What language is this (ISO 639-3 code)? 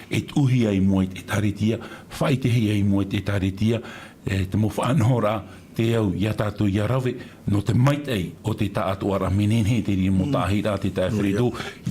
tah